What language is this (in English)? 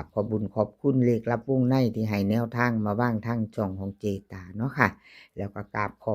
Northeastern Thai